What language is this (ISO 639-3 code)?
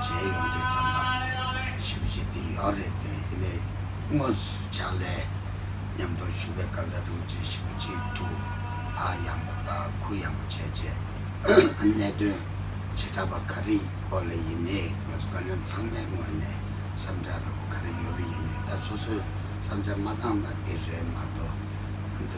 bod